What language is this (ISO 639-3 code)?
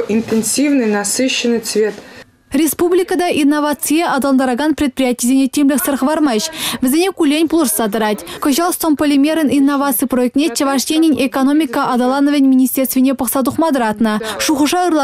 chv